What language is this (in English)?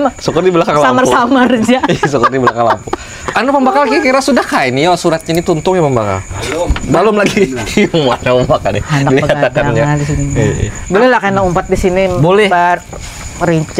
Banjar